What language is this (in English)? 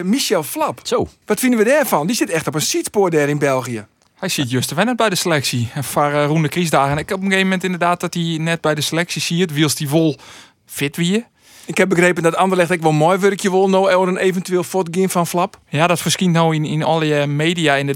Western Frisian